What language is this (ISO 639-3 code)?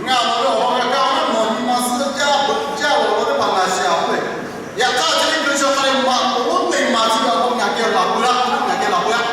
lhu